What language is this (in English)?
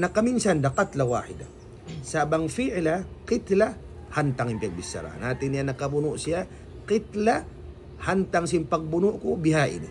Tausug